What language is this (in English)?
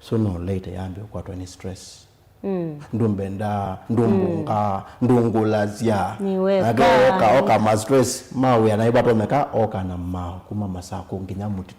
Kamba